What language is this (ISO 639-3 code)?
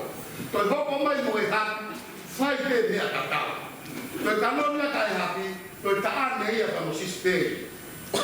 ton